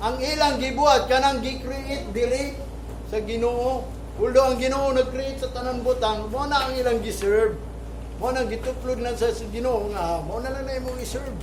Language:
Cebuano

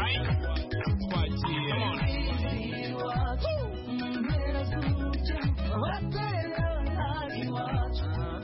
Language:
Kinyarwanda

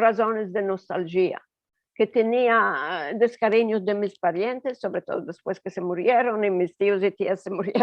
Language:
Ladino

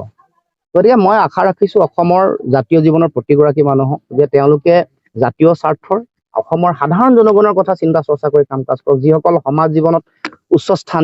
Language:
Assamese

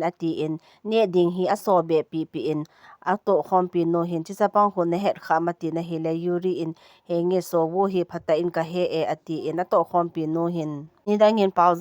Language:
Thado Chin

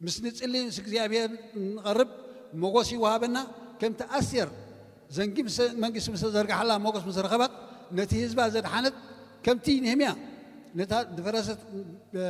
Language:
Tigrinya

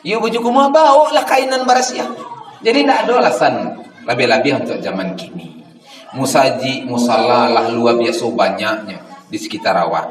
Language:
Minangkabau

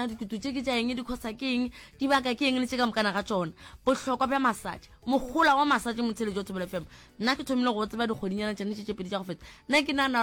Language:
Northern Sotho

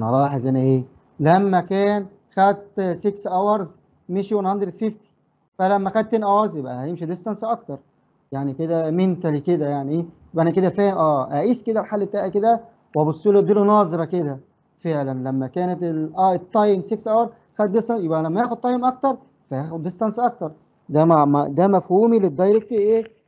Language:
Egyptian Arabic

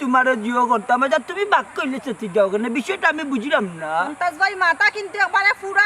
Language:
Sylheti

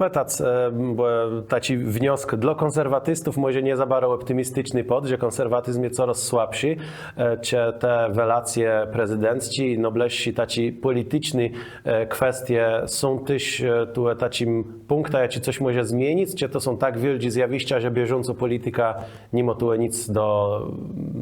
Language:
Kashubian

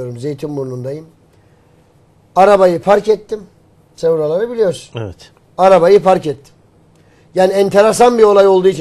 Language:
Turkish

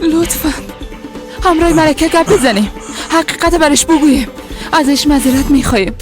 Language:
Persian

